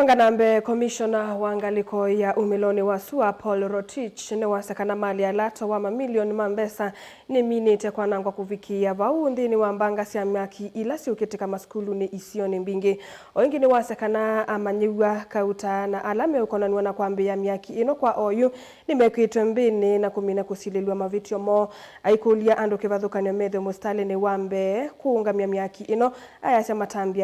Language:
Kamba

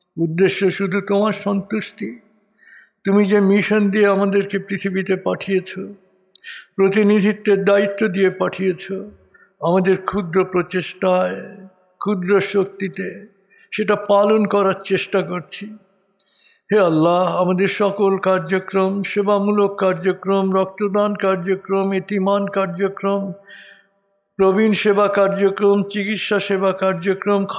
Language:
Bangla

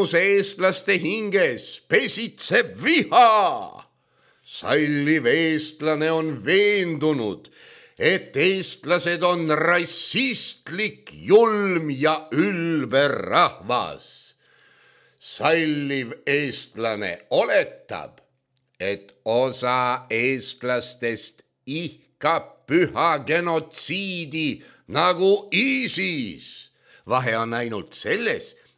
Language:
Estonian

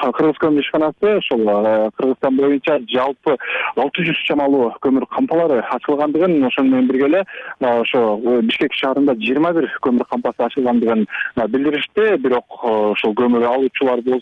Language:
Kyrgyz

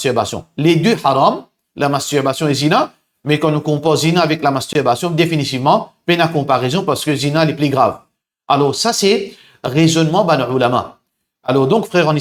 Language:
Morisyen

